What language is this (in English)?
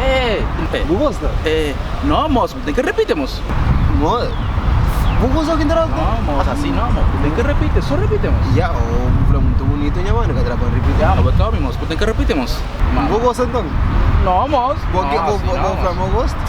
Kabuverdianu